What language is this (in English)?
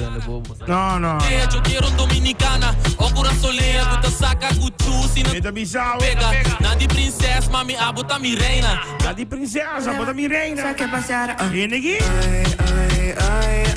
Papiamento